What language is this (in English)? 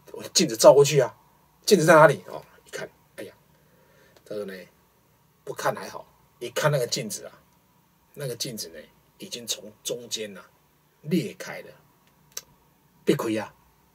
Chinese